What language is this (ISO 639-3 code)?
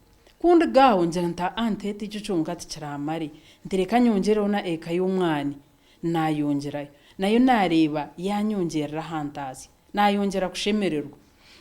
nyn